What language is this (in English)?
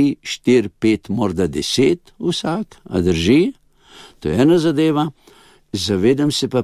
Slovenian